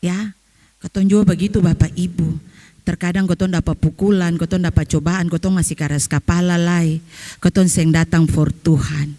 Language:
Ambonese Malay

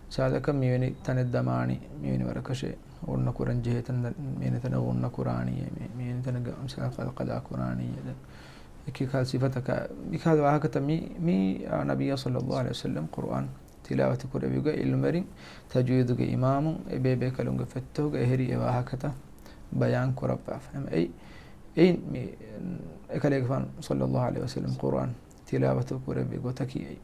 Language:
Divehi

